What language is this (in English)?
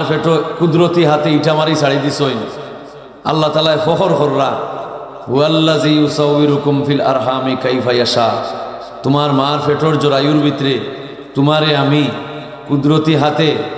Sylheti